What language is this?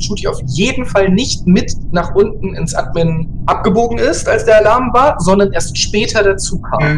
Swiss German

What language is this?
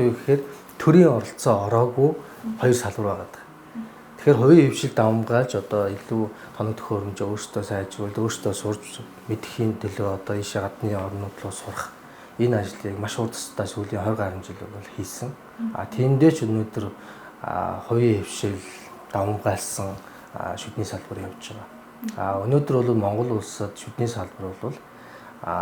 Mongolian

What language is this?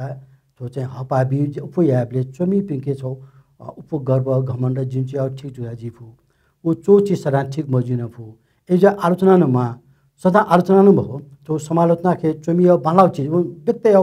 Newari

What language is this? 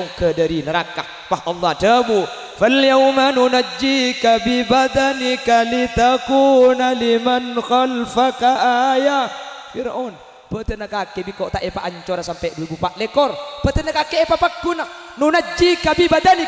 Madurese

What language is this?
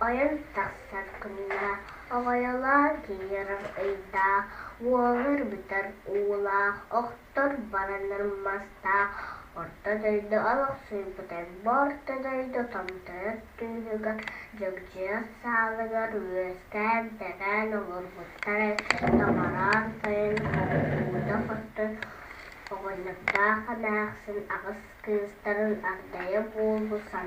Yakut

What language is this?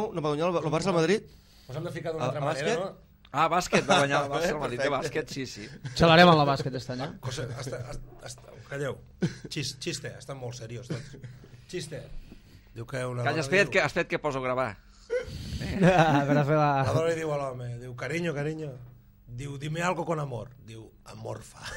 Catalan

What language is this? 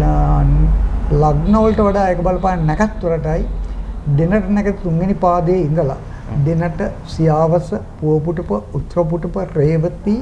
Sinhala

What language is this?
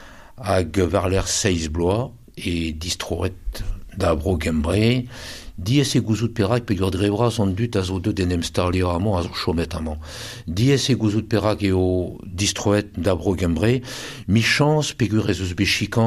Breton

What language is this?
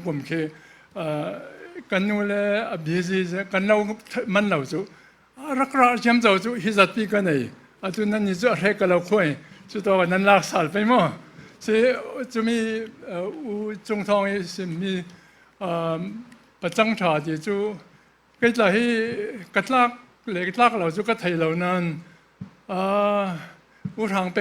Falam Chin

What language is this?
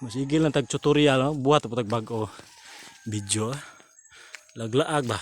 Cebuano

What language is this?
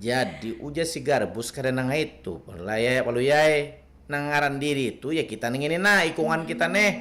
Banjar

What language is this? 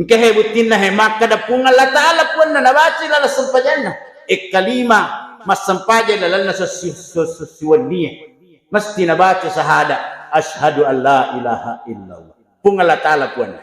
Buginese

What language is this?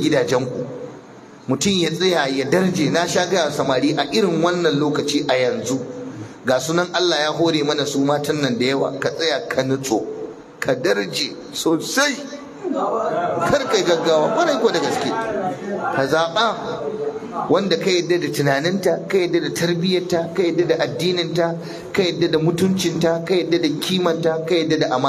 Hausa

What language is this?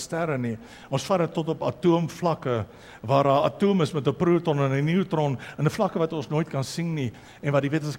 Afrikaans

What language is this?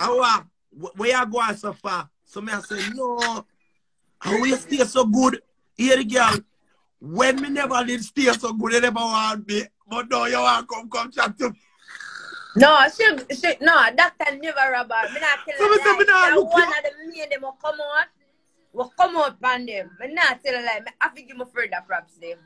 Jamaican Creole English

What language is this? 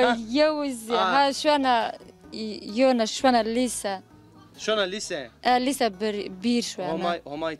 Zaza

